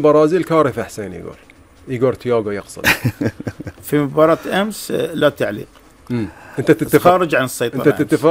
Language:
Gulf Arabic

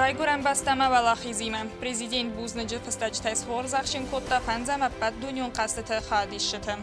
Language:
Ossetic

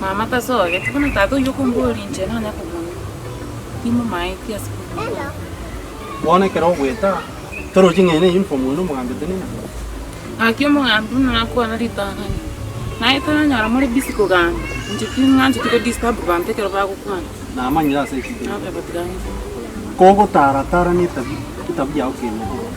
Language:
Gusii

